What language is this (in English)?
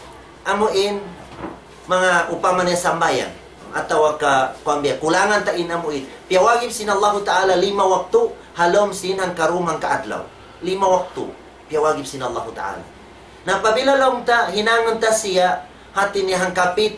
Tausug